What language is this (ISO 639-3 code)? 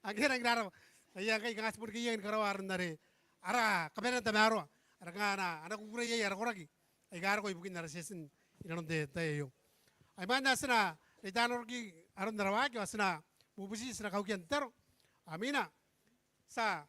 gil